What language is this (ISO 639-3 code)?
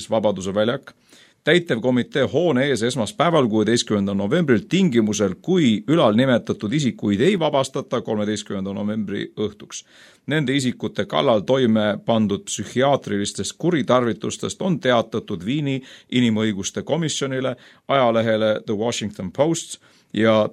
est